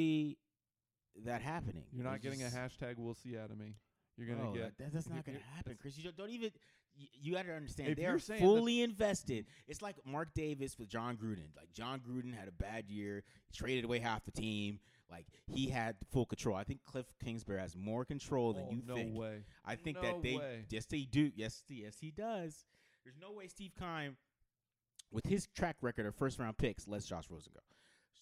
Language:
English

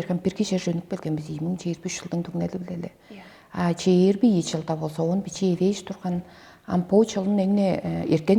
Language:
Tuvinian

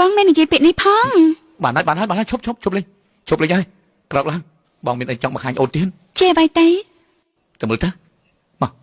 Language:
Khmer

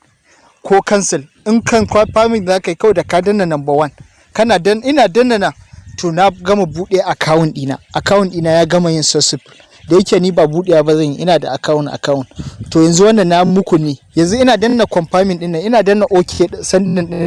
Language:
Hausa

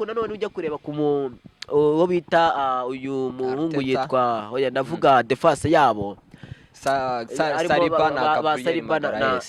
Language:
Kinyarwanda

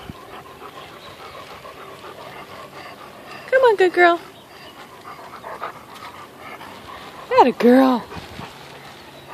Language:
English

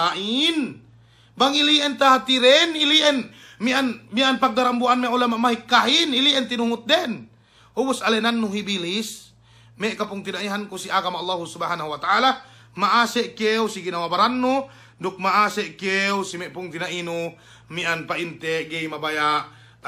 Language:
Yakan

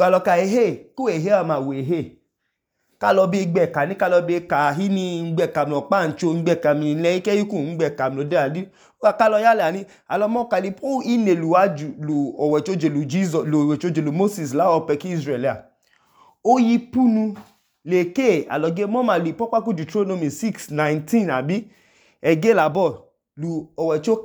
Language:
Idoma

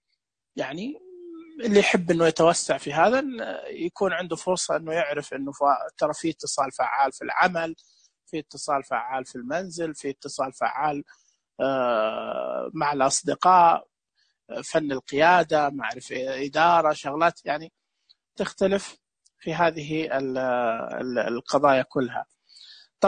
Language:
Najdi Arabic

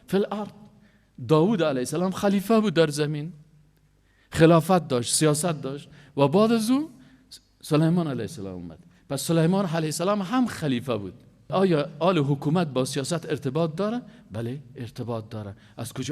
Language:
Persian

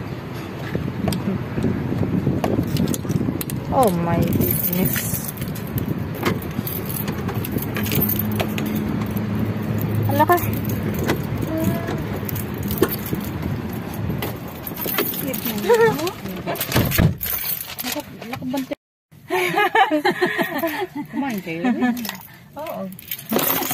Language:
Filipino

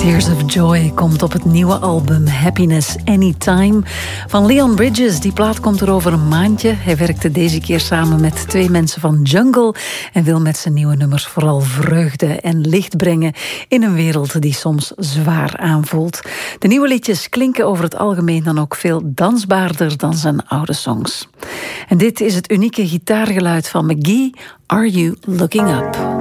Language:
Dutch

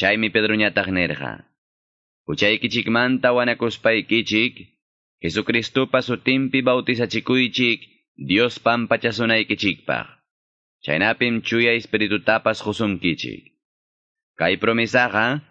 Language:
Quechua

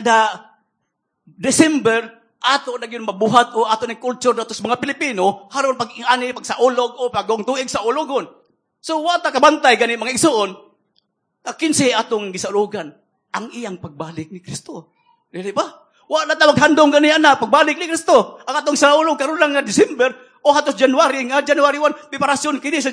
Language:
Cebuano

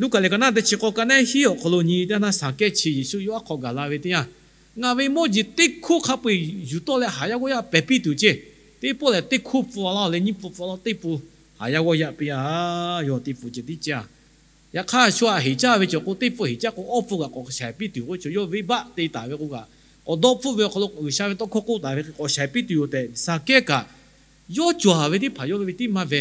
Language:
Lahu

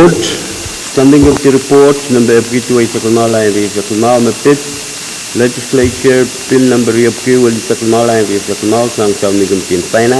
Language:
Pohnpeian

